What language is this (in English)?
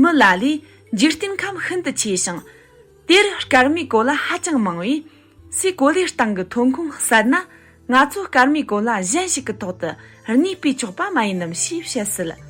Tibetan